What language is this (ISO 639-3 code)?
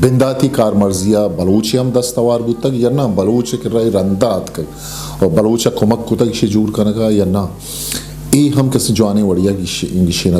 bgp